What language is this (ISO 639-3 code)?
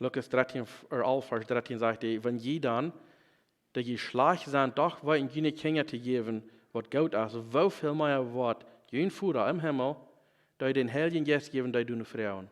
pdt